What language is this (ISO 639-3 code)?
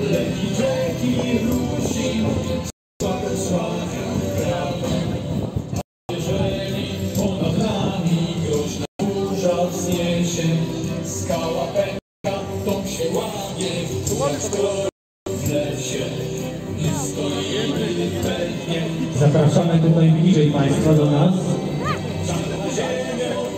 pol